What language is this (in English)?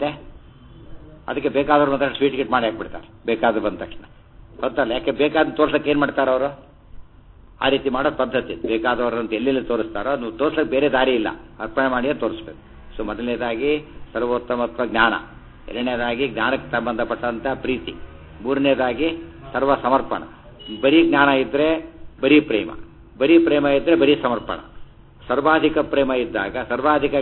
Kannada